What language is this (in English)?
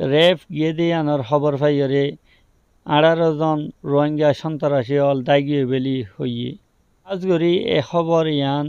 Rohingya